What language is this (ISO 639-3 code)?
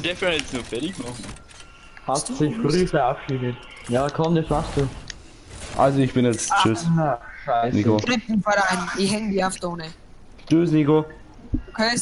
bar